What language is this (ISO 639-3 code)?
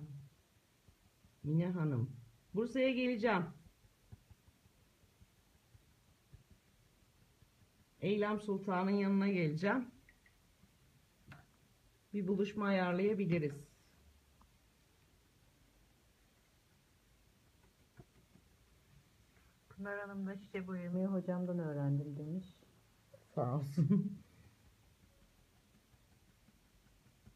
tur